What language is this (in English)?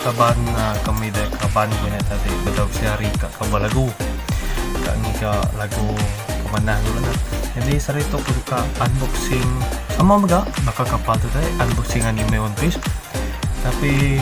Iban